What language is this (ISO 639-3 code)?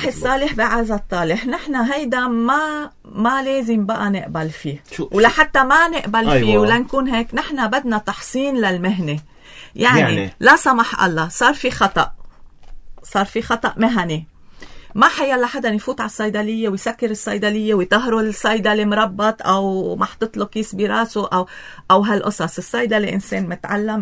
apc